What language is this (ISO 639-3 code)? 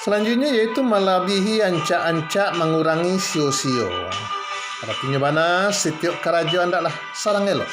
min